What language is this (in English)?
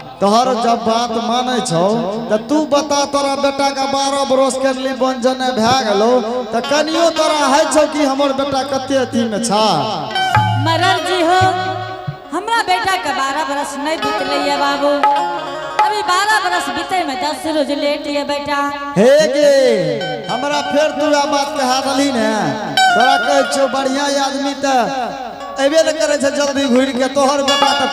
Angika